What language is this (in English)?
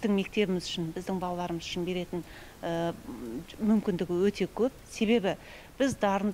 Kazakh